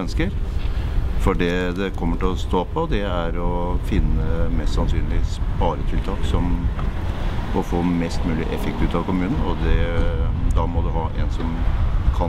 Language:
Norwegian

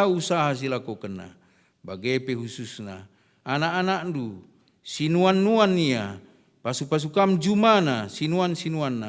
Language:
Batak Karo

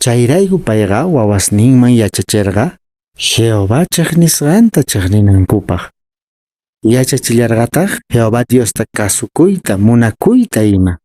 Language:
Quechua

